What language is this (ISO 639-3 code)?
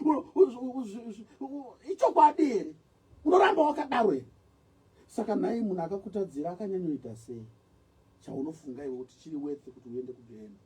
sna